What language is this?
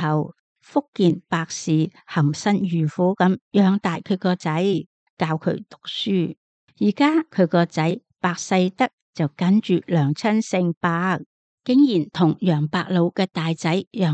Cantonese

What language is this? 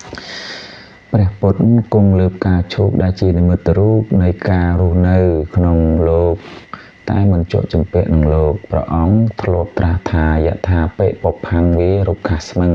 Khmer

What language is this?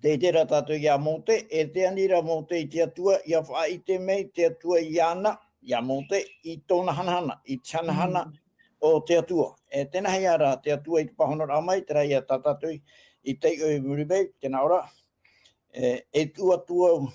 Tahitian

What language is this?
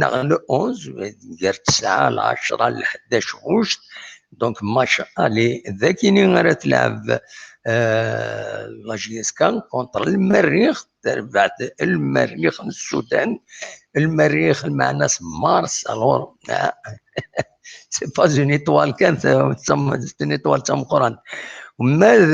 Kabyle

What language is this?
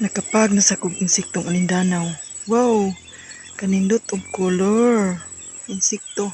Cebuano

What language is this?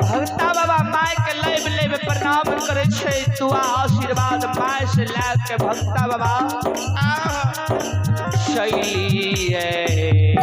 Maithili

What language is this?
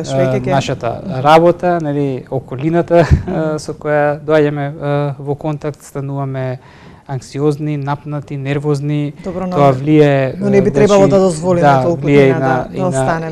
Macedonian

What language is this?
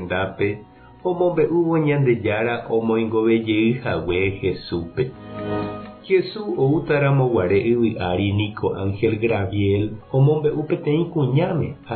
Guarani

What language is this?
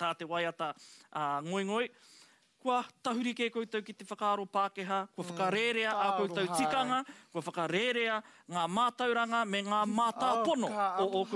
Māori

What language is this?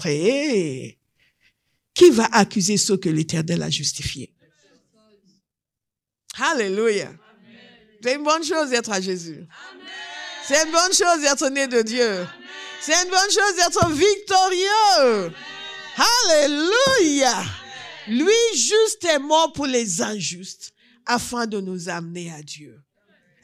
French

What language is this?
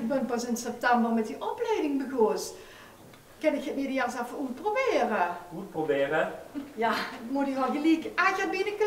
Limburgish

